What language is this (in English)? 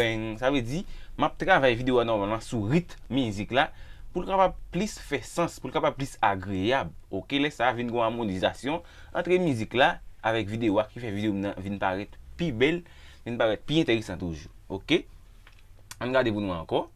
Haitian Creole